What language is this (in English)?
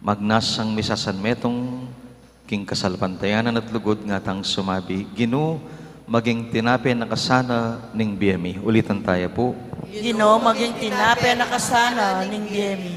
Pampanga